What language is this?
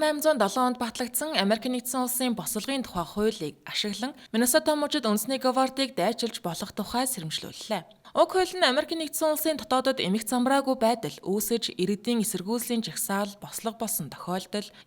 Mongolian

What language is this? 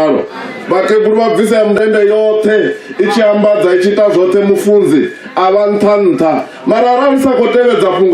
Venda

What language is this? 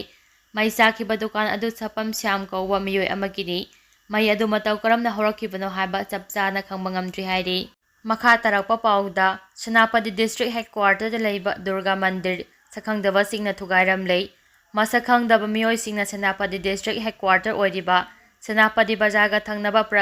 Manipuri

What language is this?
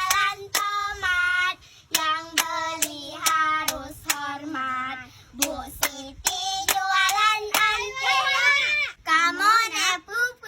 Achinese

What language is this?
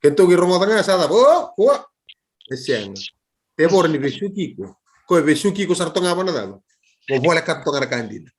Fijian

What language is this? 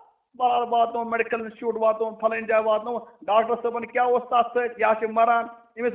Kashmiri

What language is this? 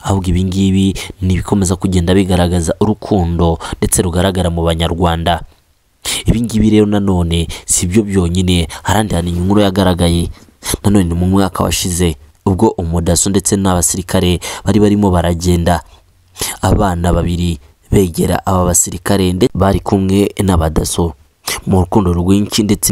Kinyarwanda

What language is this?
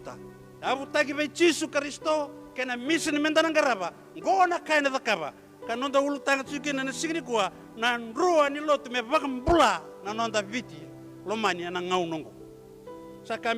Fijian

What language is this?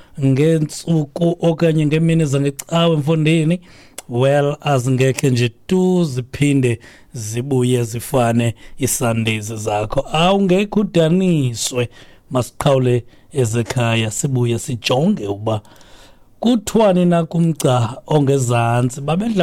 Xhosa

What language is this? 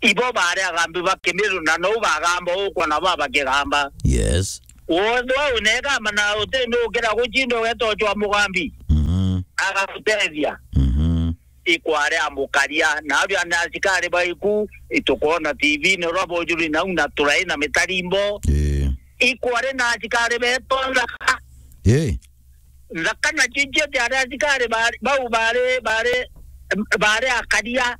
Meru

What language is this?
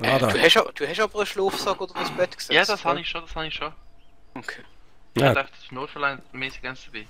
Swiss German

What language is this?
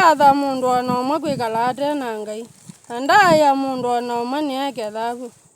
Kamba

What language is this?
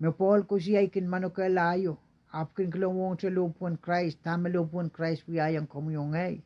Pohnpeian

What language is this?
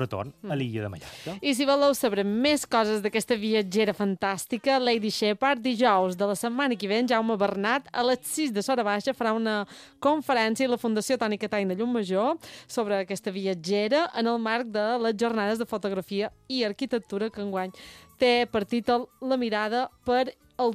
Catalan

